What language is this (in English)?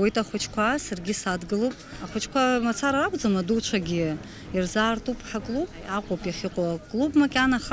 Abkhazian